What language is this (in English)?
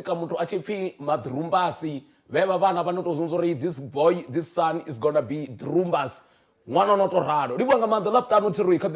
Venda